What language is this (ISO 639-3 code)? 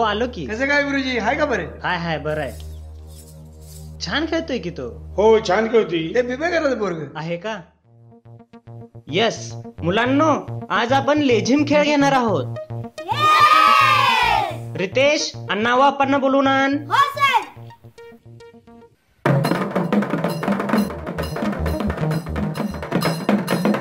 mar